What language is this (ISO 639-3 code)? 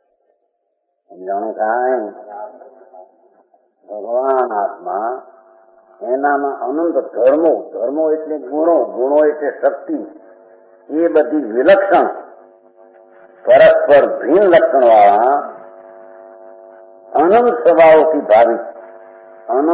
guj